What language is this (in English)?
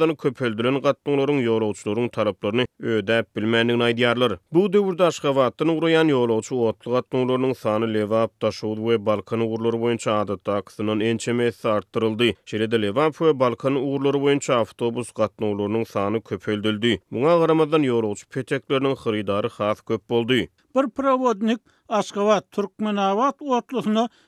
Turkmen